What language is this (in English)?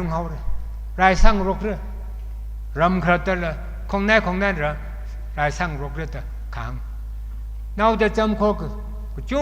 Tangkhul Naga (India)